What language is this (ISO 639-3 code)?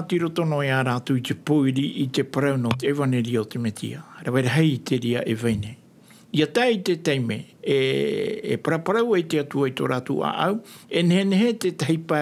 tah